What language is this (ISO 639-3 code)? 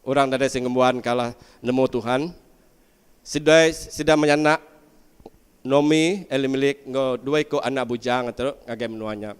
iba